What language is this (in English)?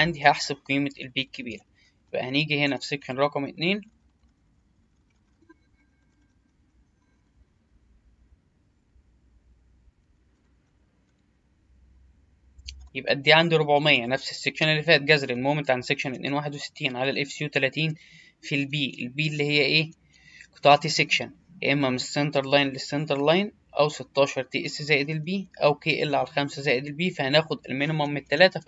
Egyptian Arabic